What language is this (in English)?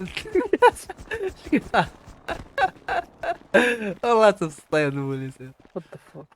Moroccan Arabic